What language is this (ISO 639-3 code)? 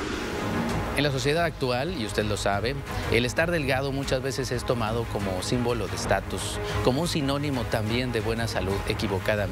spa